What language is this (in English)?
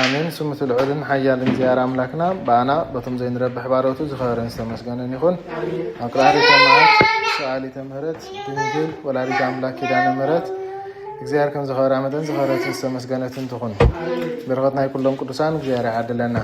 Tigrinya